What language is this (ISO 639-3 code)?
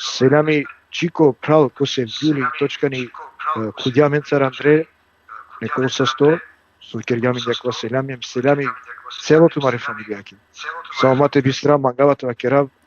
rmn